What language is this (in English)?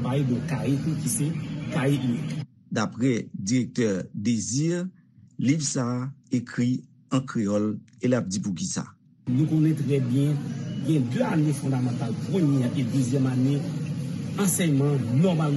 Haitian Creole